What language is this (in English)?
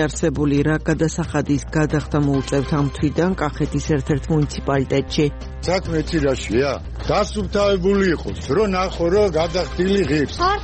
Georgian